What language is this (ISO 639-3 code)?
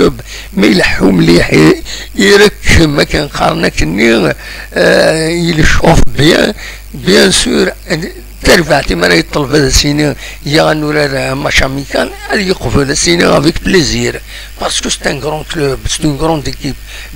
kab